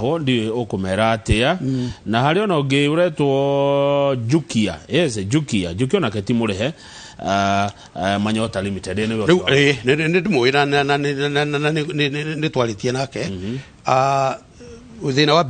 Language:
Kikuyu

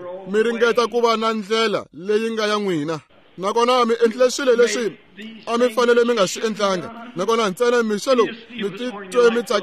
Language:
Tsonga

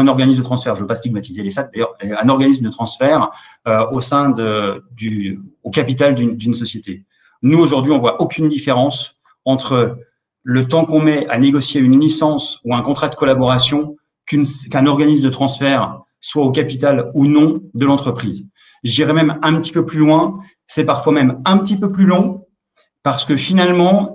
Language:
French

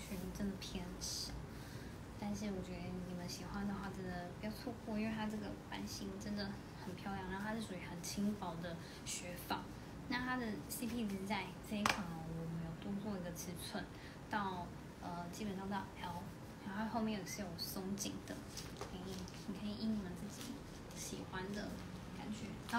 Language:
Chinese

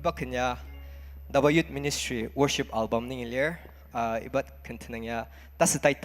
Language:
Ao Naga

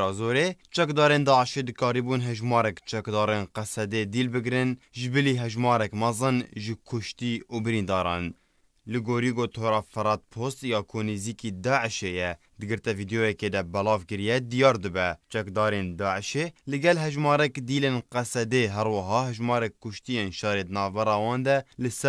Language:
Kurdish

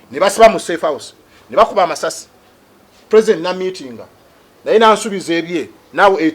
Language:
Ganda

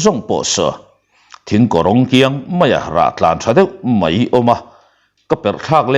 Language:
Mizo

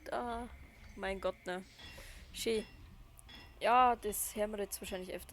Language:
Bavarian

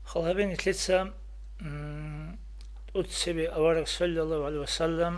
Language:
Avaric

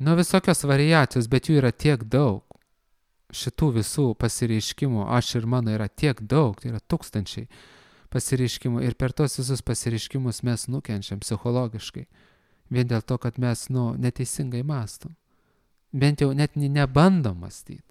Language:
Lithuanian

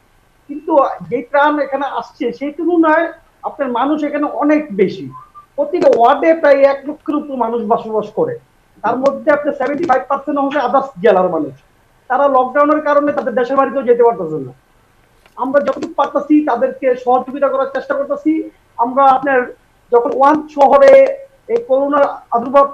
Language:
Bangla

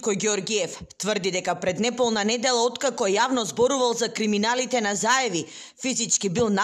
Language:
Macedonian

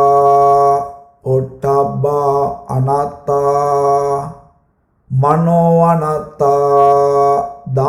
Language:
Sinhala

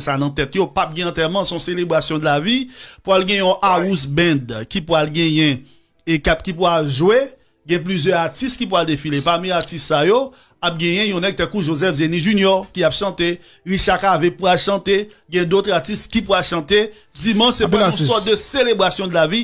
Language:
Haitian Creole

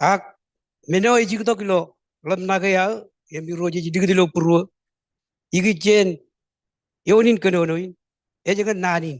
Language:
Marshallese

